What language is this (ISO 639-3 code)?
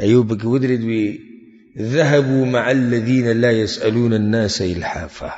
pus